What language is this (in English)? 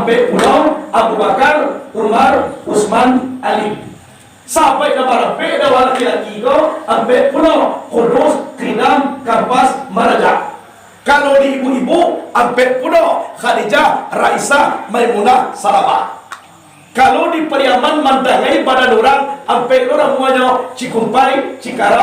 Minangkabau